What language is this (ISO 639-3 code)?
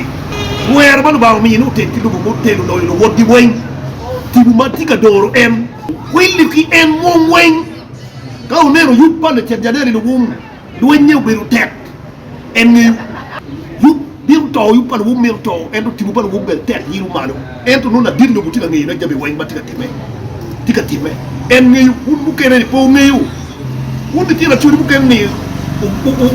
ach